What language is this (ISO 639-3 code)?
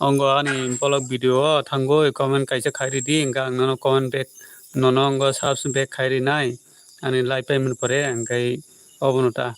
trp